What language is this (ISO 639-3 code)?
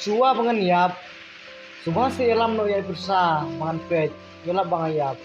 kha